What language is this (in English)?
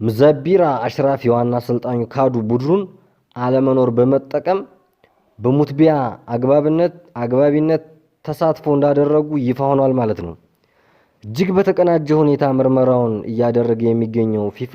Amharic